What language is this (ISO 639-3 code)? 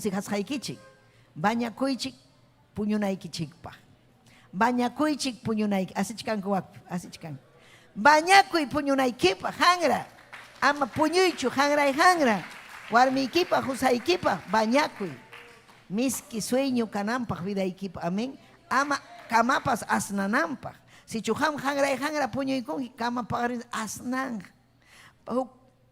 quy